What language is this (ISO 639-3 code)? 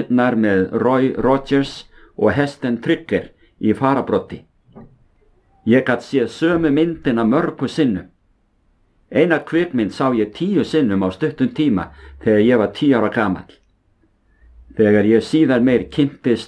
isl